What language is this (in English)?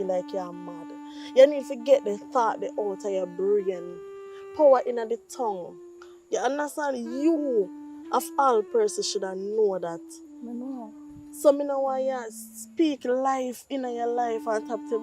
Jamaican Creole English